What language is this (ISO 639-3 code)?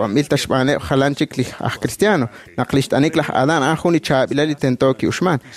kek